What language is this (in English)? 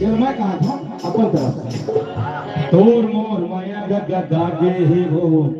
Chhattisgarhi